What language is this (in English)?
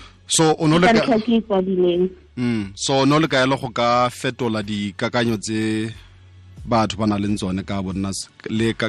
Tswana